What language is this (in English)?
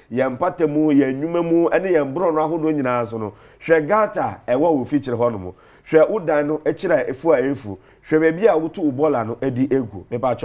Akan